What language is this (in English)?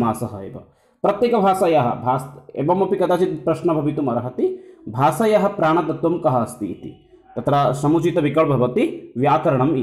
Sanskrit